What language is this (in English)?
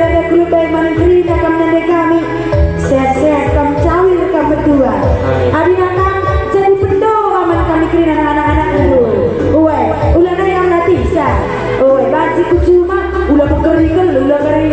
Batak Karo